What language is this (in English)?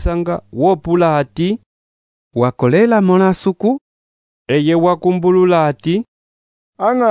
Umbundu